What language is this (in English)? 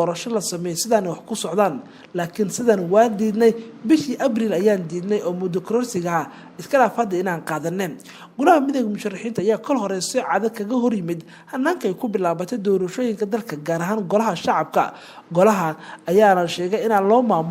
Somali